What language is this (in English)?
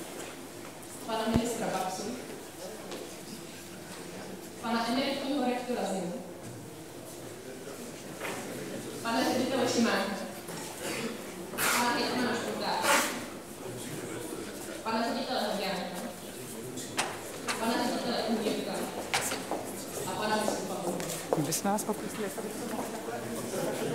Czech